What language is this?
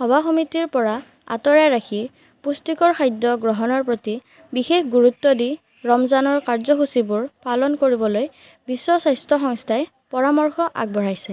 Assamese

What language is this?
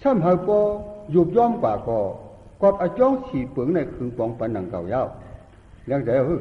Shan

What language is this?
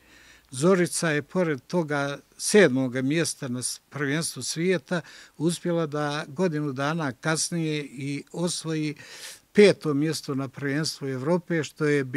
Bosnian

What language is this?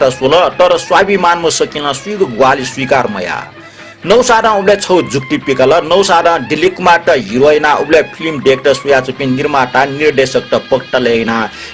Newari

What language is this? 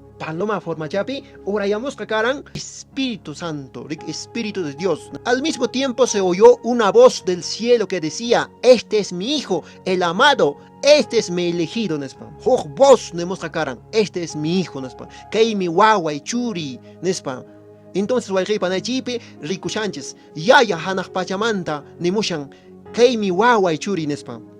Quechua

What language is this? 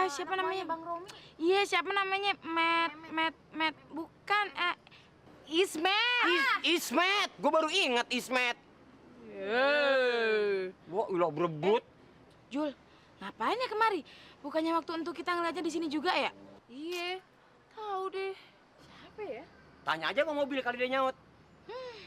Betawi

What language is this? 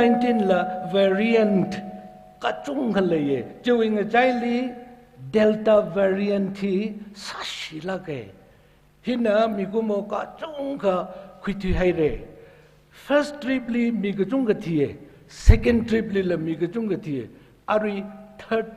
Tangkhul Naga (India)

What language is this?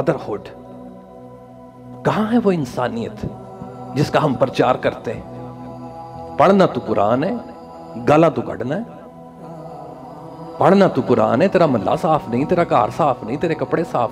Urdu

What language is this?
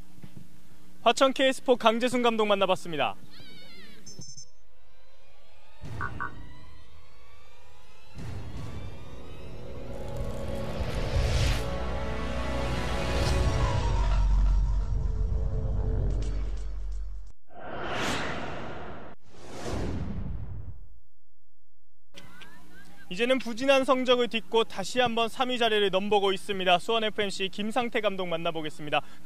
Korean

